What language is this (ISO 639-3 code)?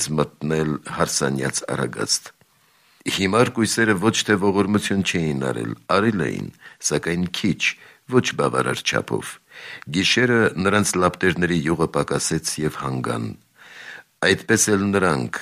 hye